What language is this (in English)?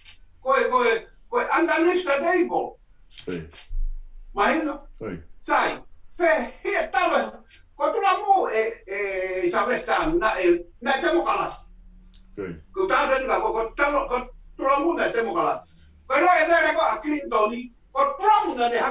Tongan